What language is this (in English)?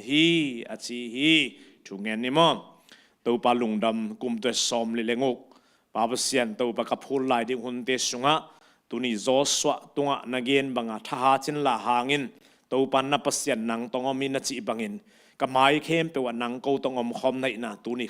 Tedim Chin